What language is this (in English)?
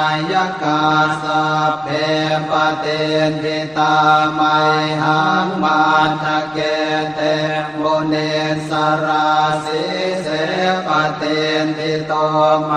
Pali